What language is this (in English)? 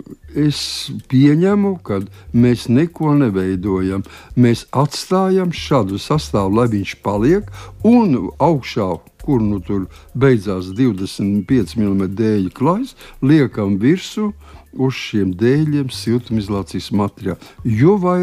Latvian